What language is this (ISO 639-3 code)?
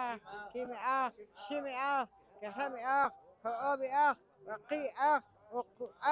poh